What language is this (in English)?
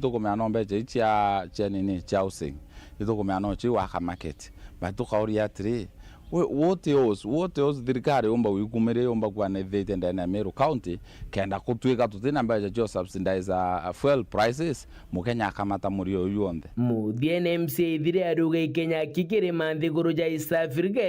Meru